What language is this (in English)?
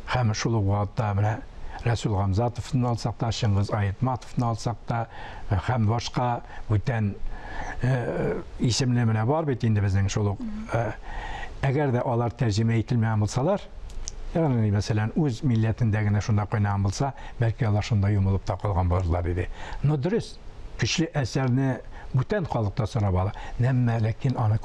Tatar